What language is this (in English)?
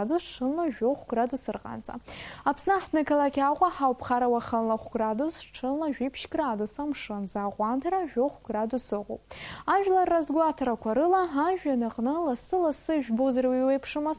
Abkhazian